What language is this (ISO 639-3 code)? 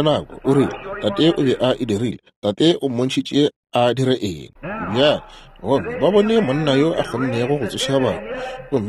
nso